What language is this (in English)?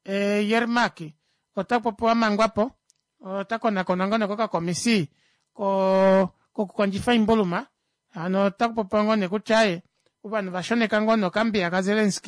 Kuanyama